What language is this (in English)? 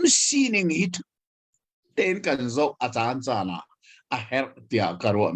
Hakha Chin